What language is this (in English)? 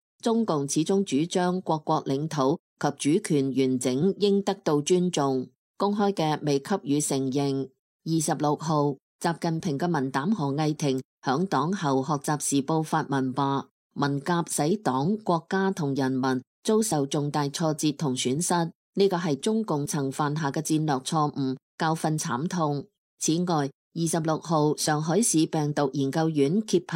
Cantonese